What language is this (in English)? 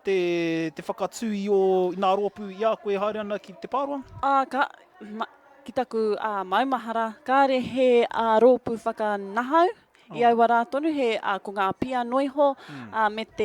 Māori